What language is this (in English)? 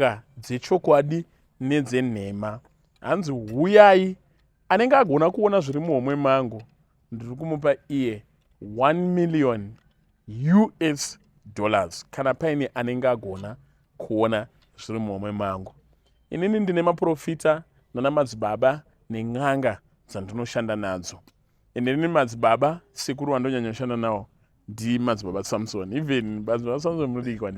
Shona